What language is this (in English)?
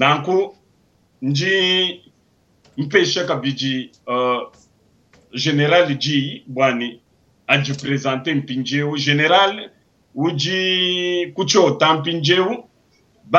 Luba-Lulua